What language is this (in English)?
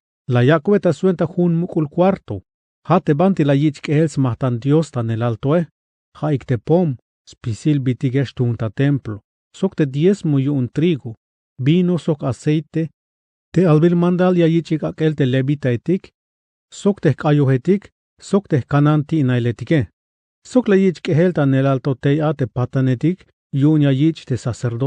Tzeltal